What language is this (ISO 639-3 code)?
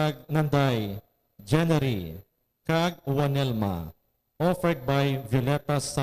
hil